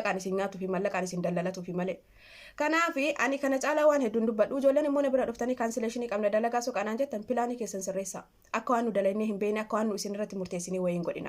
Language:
Oromo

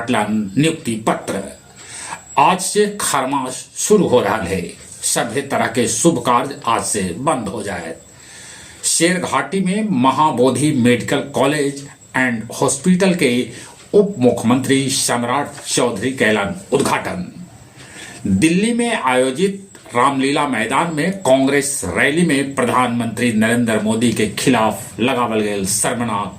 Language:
Magahi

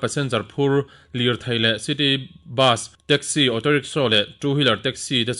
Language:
Mizo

